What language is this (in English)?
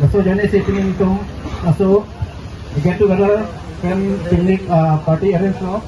Karbi